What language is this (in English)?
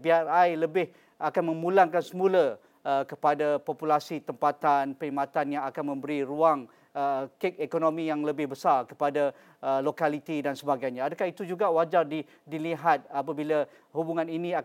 Malay